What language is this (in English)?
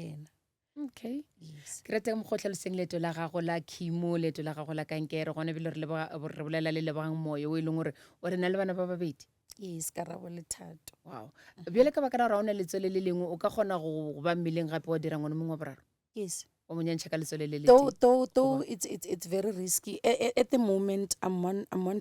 Northern Sotho